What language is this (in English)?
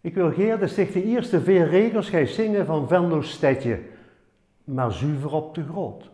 Limburgish